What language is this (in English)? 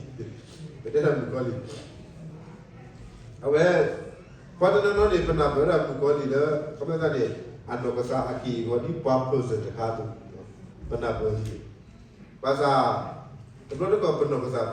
S'gaw Karen